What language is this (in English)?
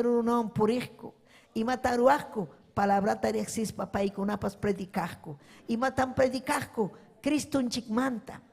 Ayacucho Quechua